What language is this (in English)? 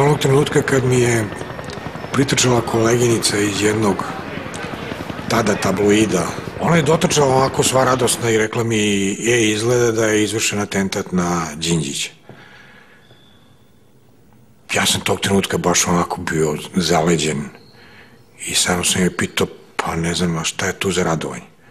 Serbian